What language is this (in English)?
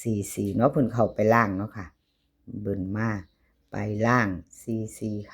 Lao